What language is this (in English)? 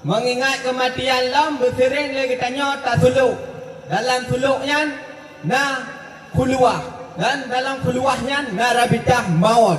Achinese